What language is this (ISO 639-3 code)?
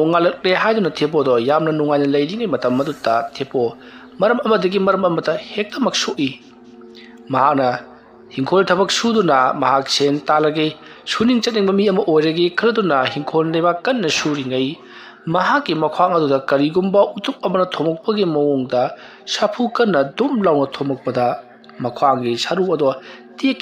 mni